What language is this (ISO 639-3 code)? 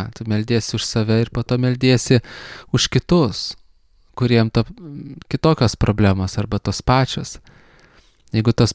lit